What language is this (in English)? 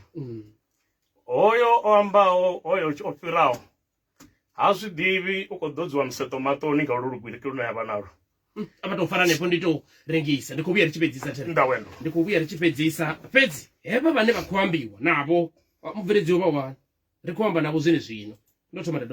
Venda